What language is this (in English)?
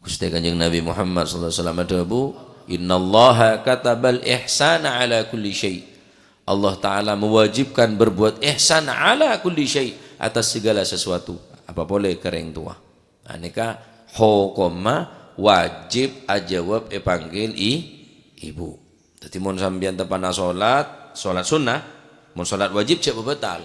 Madurese